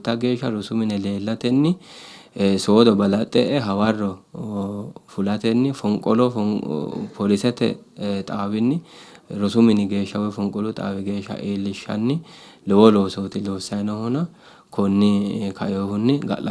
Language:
Sidamo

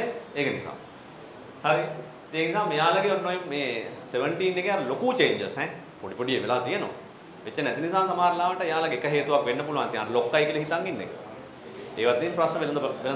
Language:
Sinhala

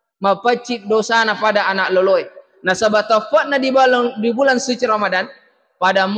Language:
Buginese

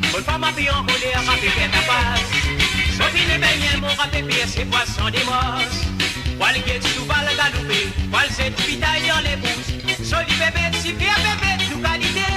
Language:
Morisyen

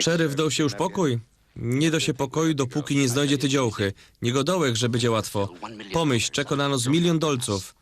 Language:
Silesian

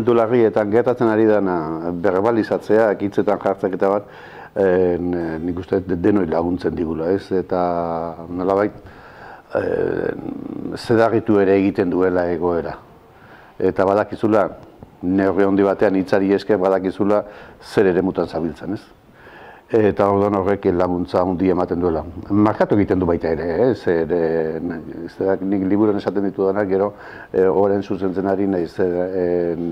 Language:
Basque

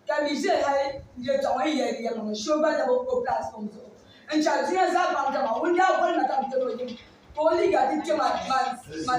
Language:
Dagbani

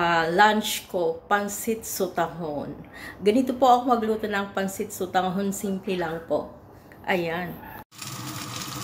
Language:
Filipino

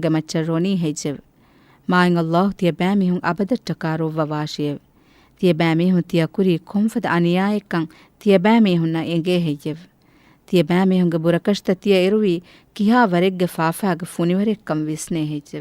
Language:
Divehi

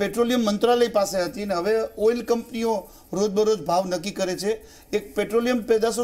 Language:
Gujarati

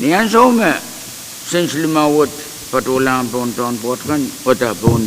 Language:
Pohnpeian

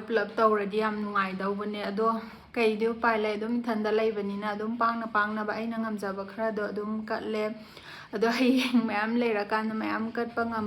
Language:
Manipuri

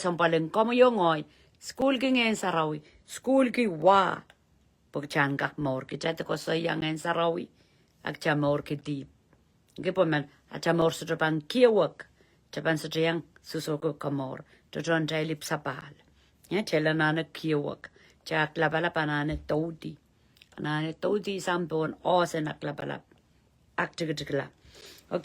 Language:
Pohnpeian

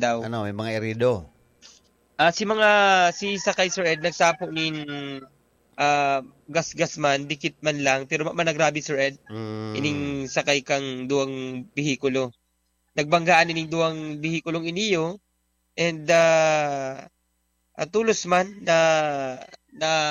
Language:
Bikol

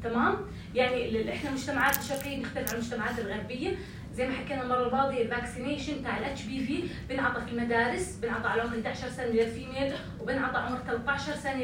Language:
North Levantine Arabic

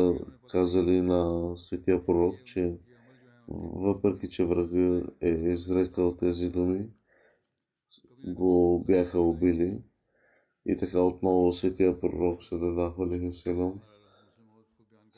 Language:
Bulgarian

